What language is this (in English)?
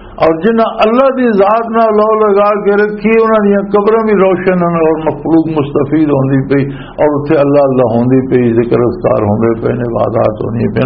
Western Panjabi